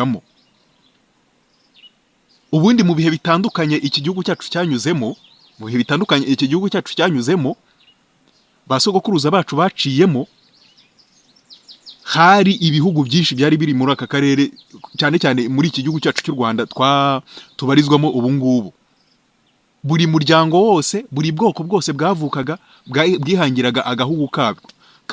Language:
Kinyarwanda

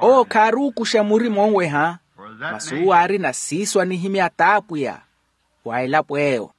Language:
Makhuwa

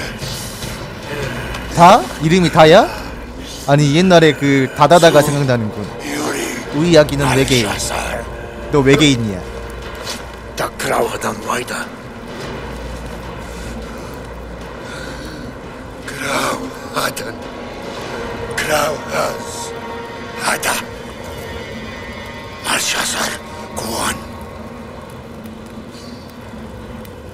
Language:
Korean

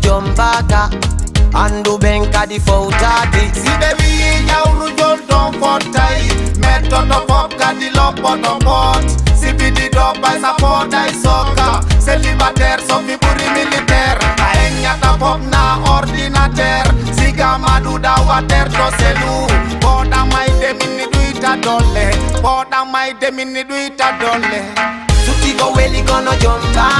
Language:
Fula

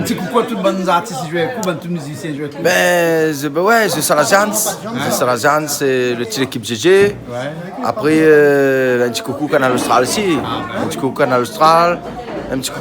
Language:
Réunion Creole French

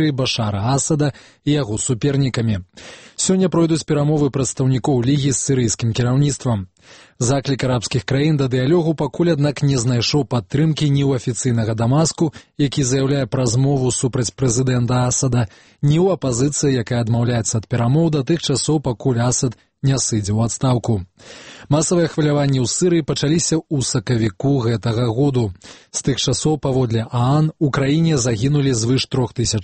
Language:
Belarusian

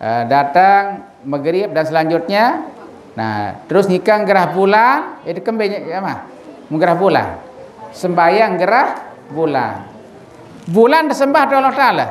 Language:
Sasak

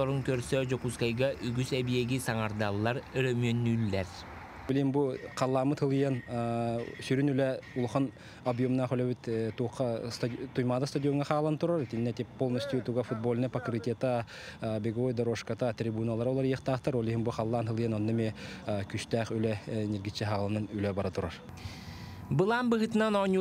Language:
Yakut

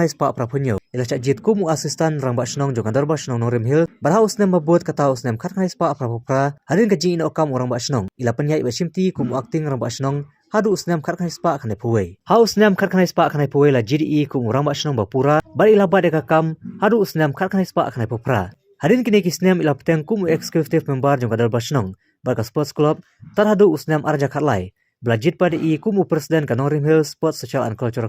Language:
Khasi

